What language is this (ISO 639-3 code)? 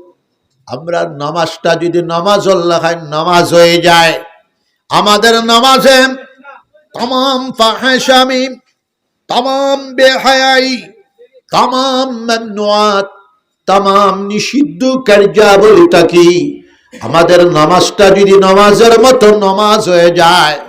syl